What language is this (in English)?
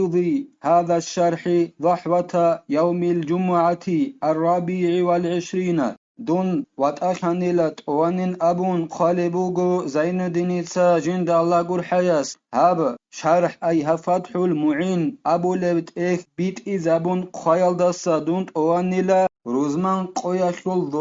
Avaric